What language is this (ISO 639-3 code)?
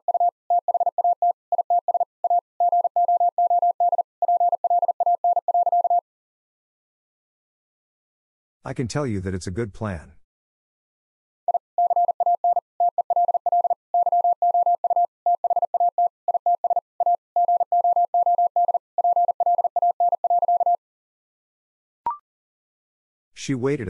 eng